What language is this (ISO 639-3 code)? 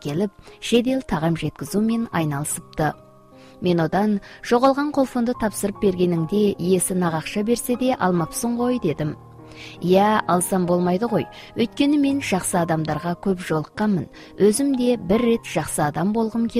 kaz